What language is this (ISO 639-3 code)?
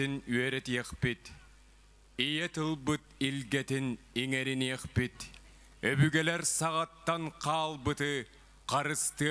sah